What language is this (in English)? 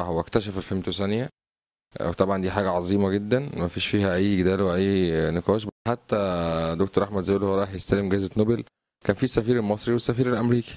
Egyptian Arabic